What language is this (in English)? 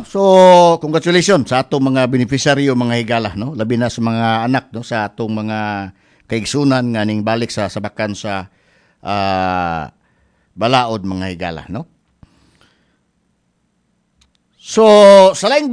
Cebuano